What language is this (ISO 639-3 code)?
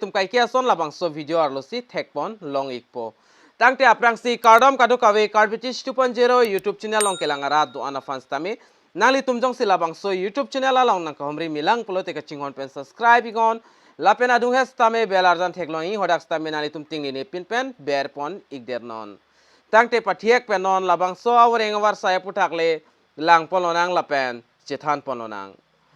mjw